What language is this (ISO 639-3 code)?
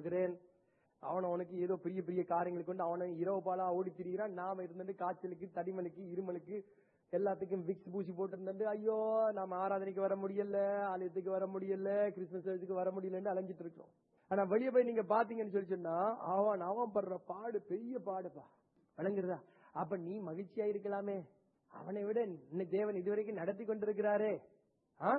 tam